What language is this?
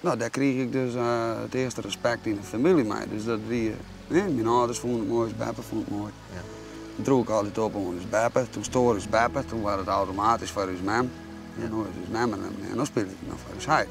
Western Frisian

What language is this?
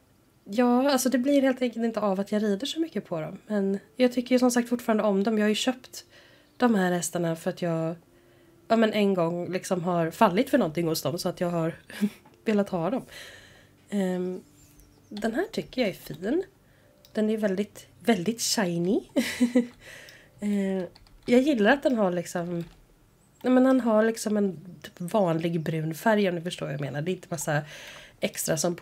Swedish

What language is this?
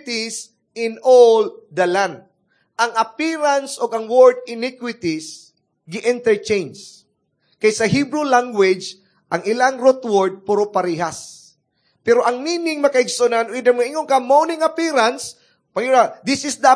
Cebuano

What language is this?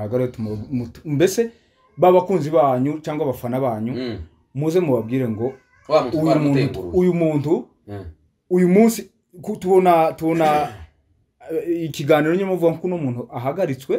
Kinyarwanda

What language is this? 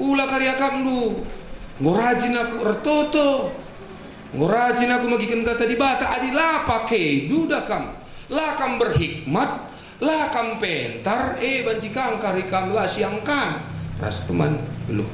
Batak Karo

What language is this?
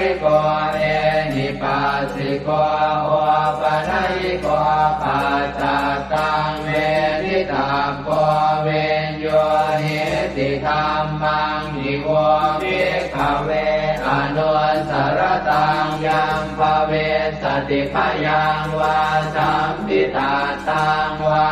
Pali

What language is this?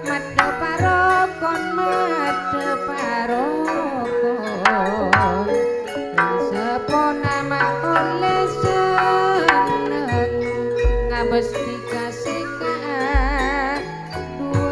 Madurese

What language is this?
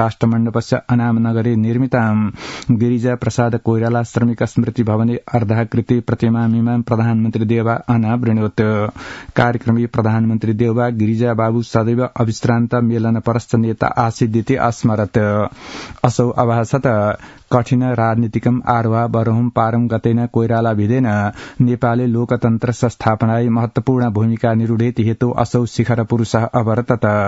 Sanskrit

